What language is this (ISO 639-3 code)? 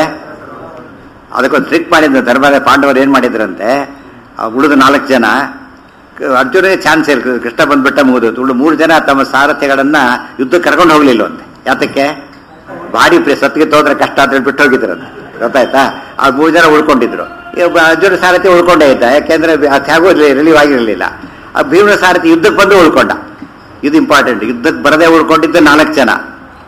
kan